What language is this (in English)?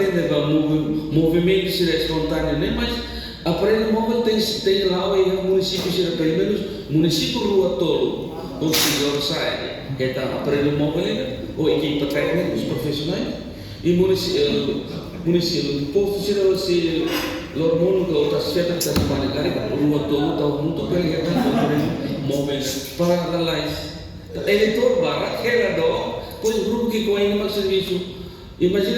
Tetum